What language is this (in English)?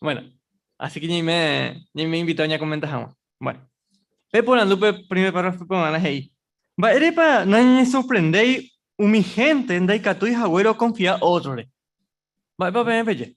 Guarani